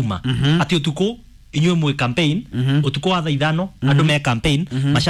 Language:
Kikuyu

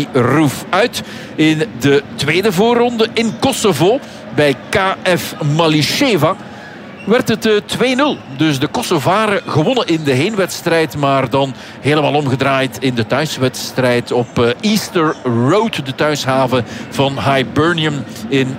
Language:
Dutch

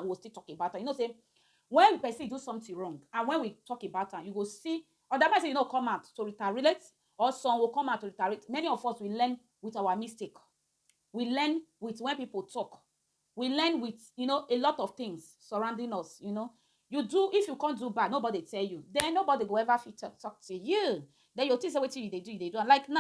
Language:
Nigerian Pidgin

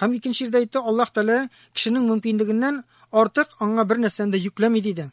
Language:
Tatar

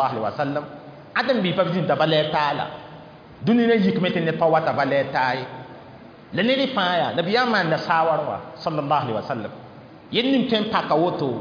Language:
Mossi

